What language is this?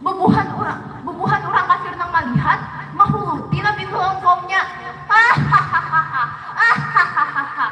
Banjar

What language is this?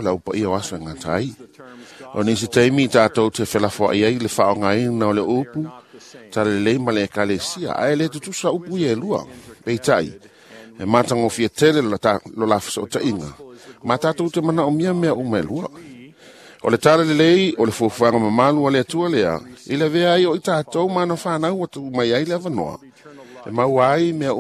Samoan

